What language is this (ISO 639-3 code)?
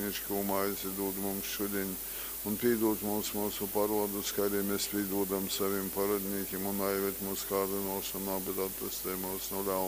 ltg